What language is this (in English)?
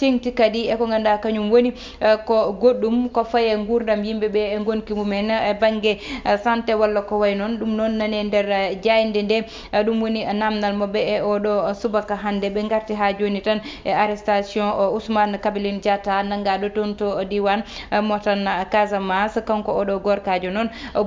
Fula